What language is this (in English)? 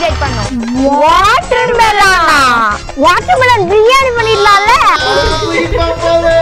Tamil